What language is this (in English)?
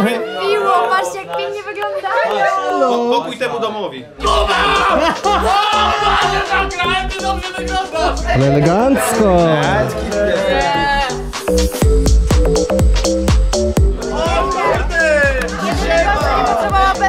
Polish